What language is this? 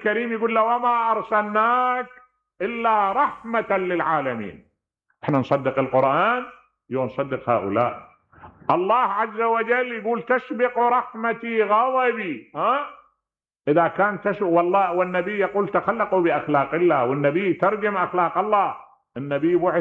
Mesopotamian Arabic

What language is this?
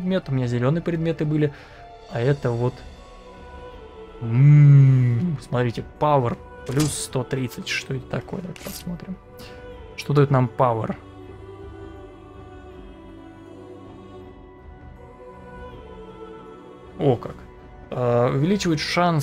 Russian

